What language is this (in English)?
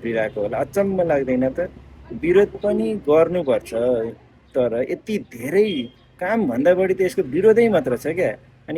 Nepali